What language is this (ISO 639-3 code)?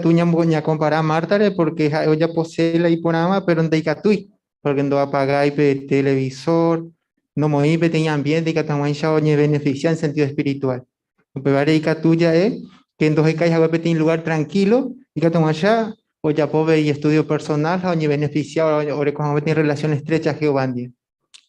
grn